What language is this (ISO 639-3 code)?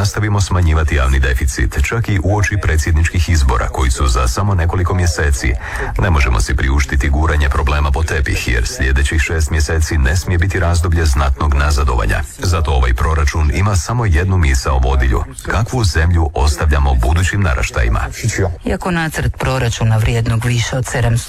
hrv